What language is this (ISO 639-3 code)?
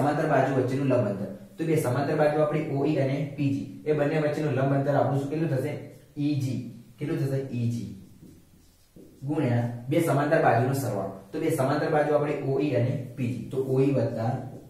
guj